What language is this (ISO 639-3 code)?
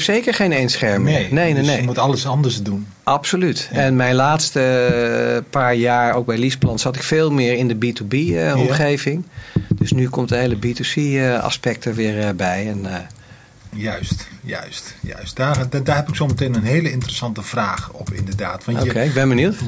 nld